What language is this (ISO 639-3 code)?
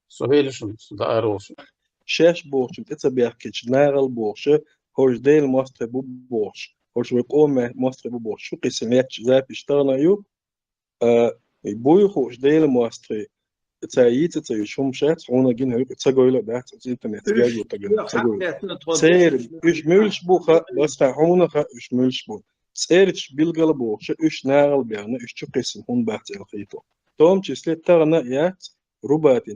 che